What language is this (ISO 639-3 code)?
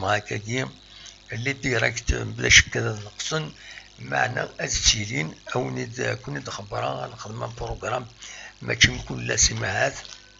kab